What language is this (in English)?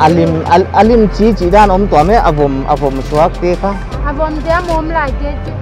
Paite Chin